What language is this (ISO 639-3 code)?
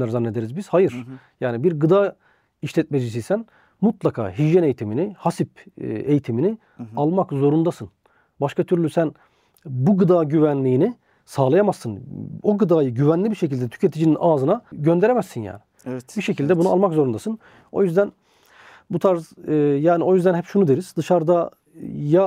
tur